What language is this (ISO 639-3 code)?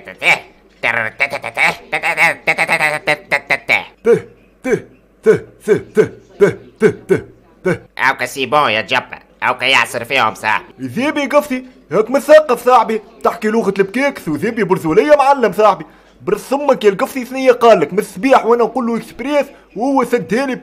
aeb